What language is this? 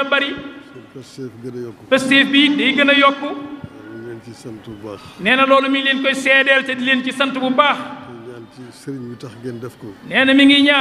Wolof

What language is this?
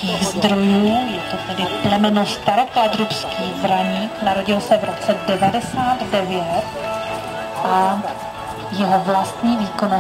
Czech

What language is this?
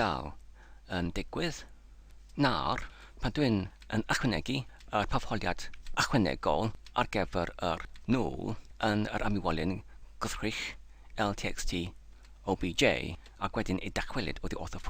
Welsh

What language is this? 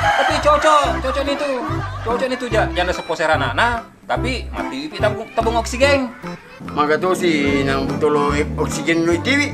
Buginese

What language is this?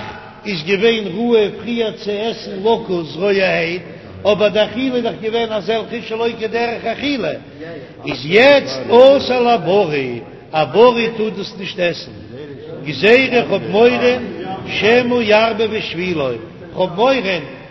Yiddish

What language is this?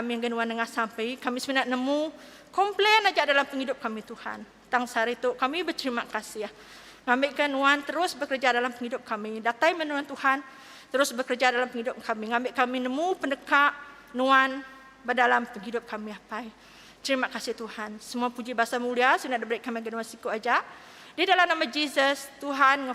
Iban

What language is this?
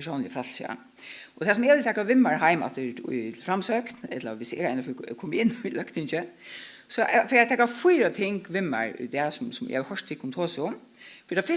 Faroese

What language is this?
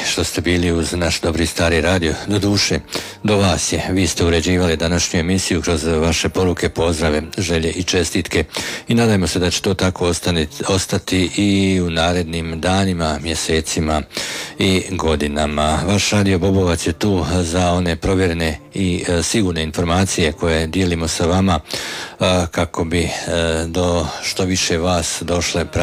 Croatian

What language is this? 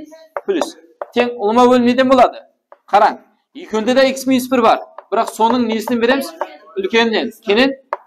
Kara-Kalpak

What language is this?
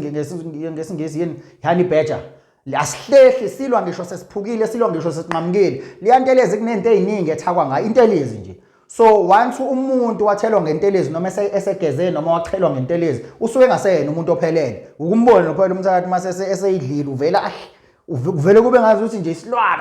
Zulu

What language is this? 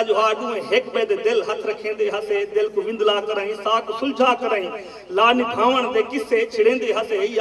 Saraiki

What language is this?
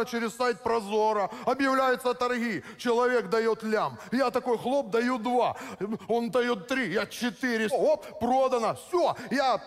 Russian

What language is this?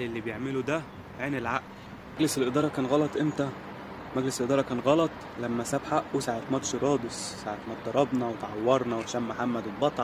Egyptian Arabic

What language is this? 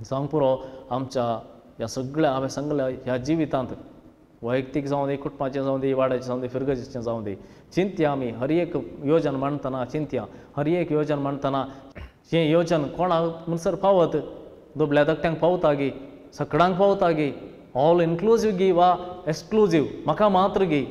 Konkani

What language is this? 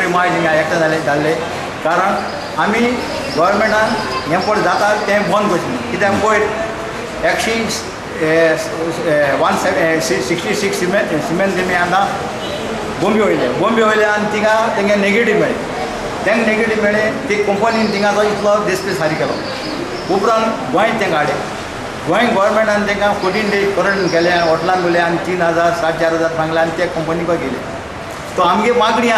Konkani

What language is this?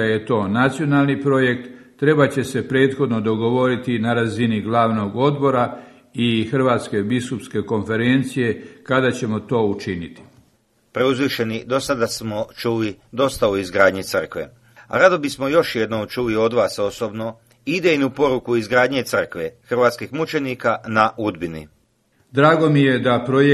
Croatian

